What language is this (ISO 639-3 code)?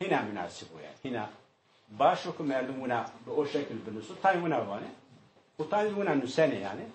zza